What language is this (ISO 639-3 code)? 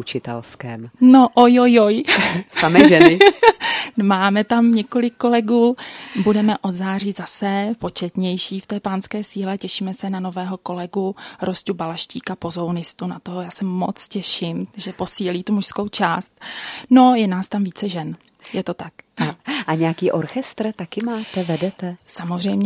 ces